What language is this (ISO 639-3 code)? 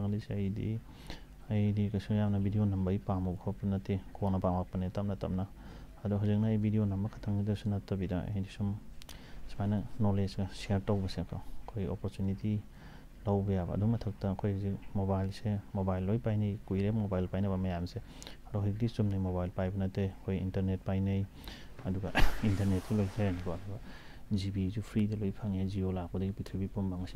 mni